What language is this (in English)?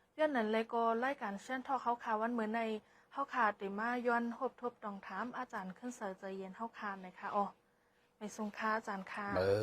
Shan